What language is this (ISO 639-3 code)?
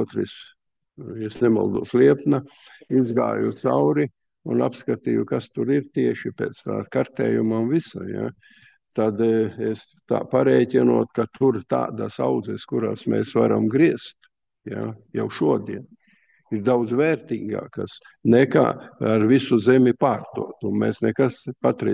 lav